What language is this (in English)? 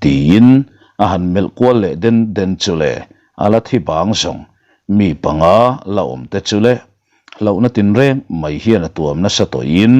Mizo